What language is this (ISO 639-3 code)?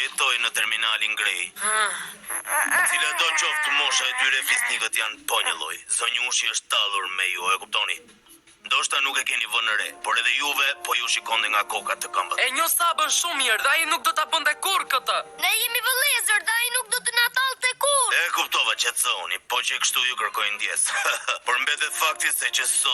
sqi